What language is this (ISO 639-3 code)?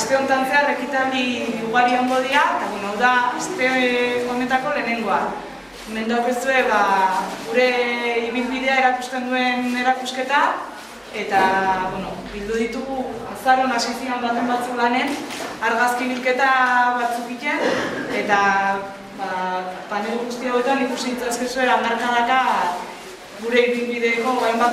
eus